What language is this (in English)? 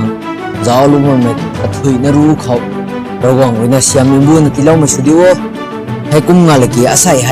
Rongmei Naga